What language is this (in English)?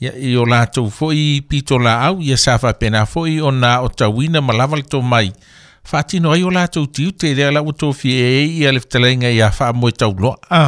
Samoan